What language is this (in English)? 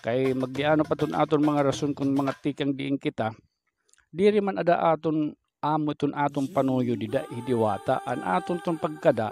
Waray